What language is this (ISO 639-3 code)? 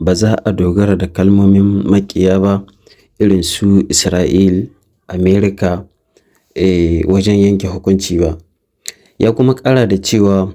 hau